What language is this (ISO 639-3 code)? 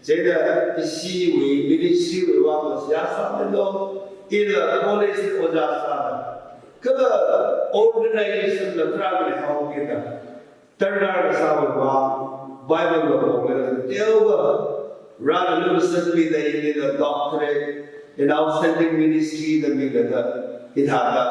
nmf